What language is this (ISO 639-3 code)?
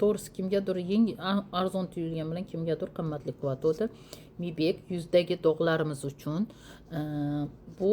uzb